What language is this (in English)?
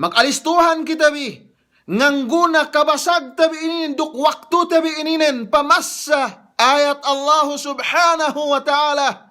Yakan